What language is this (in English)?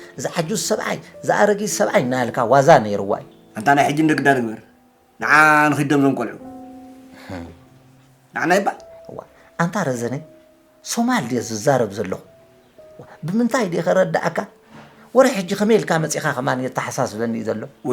Tigrinya